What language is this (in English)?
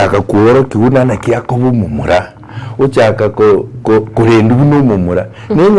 Gusii